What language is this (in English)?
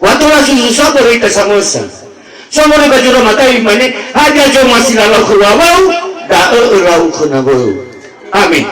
Nias